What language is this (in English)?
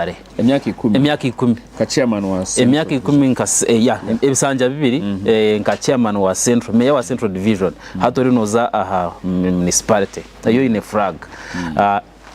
Nyankole